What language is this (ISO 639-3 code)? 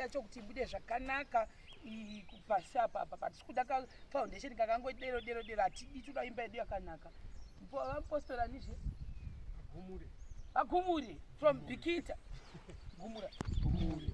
sna